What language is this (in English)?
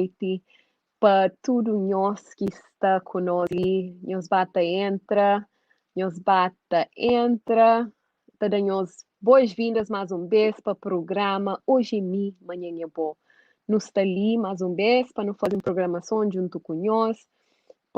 Kabuverdianu